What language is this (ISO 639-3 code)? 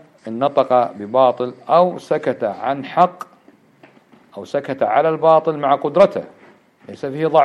ara